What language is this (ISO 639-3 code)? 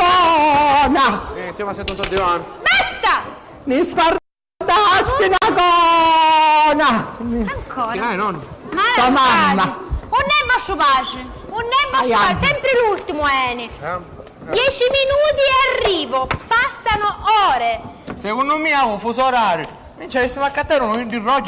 scn